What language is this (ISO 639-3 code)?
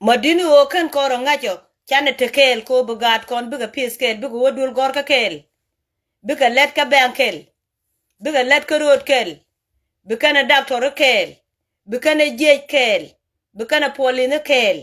nus